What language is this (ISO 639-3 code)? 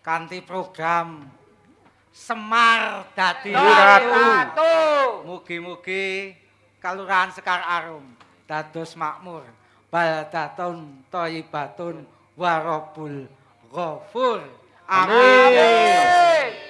jav